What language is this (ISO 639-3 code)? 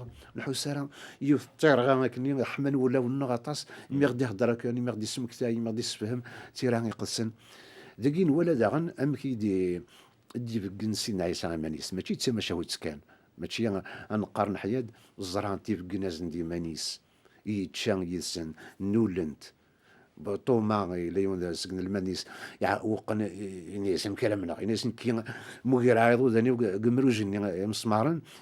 kab